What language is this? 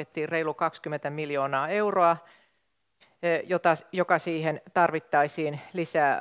Finnish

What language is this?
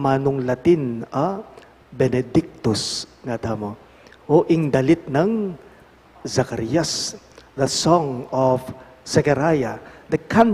Pampanga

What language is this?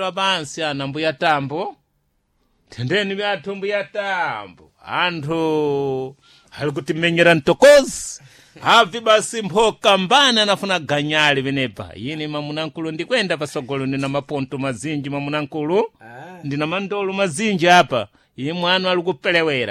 Sena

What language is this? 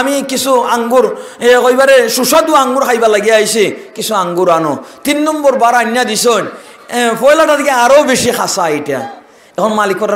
Sylheti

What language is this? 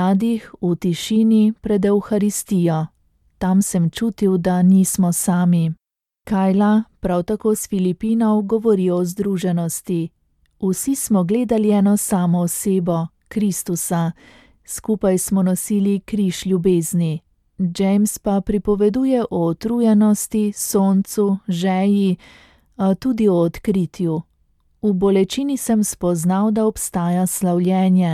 Slovenian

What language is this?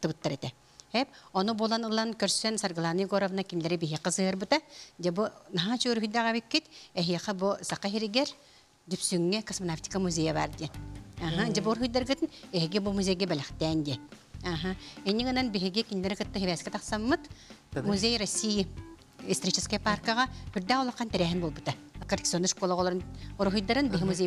Yakut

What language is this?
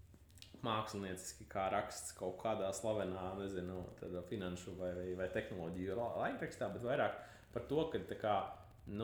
Latvian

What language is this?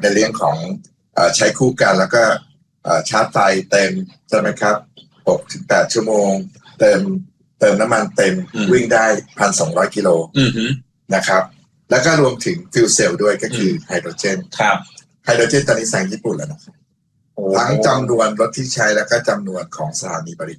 Thai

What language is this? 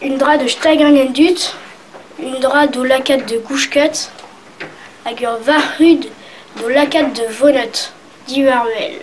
Breton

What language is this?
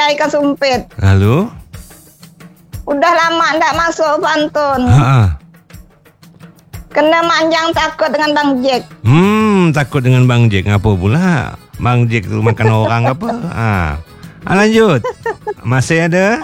Malay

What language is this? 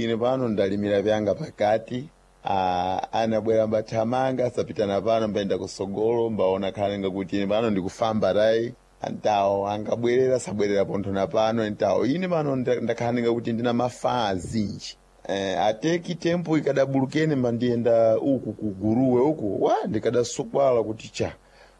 Sena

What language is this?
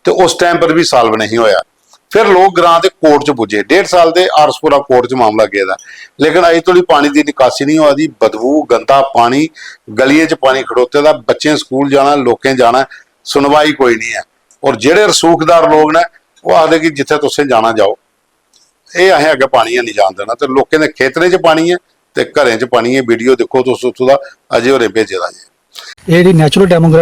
Dogri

